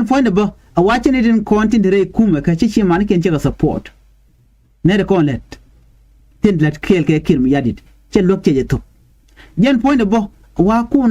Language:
Nuer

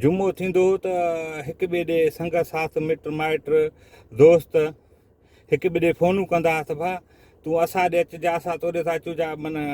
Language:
Sindhi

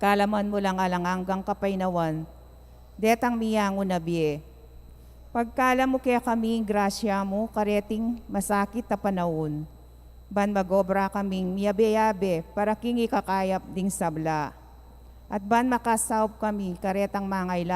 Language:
Pampanga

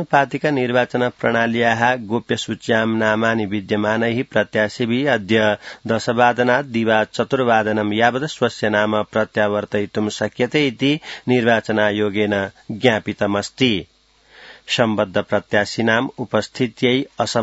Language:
Sanskrit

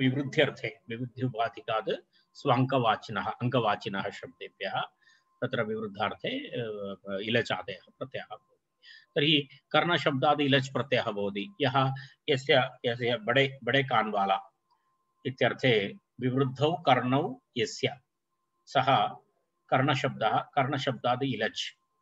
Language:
Sanskrit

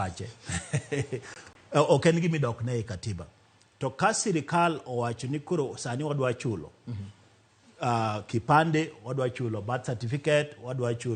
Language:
Luo (Kenya and Tanzania)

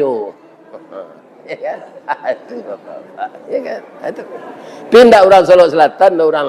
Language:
Minangkabau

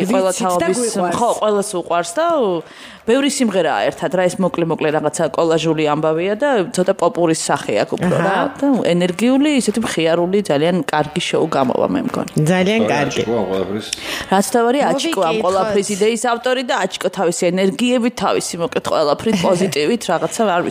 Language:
Georgian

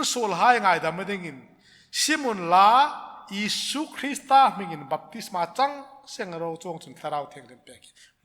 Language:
Hmar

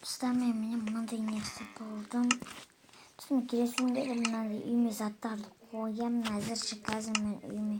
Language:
Kazakh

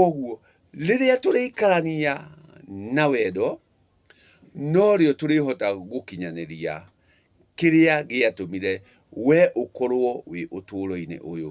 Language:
Kikuyu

